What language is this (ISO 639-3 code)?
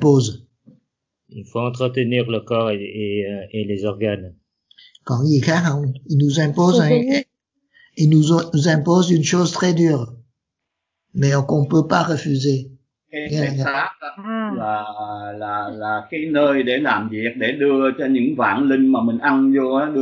vie